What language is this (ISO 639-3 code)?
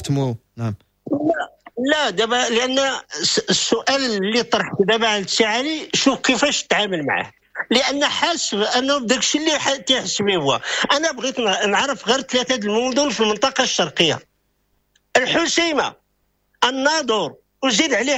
ary